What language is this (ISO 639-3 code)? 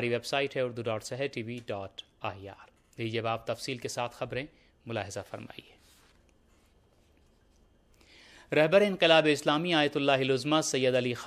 urd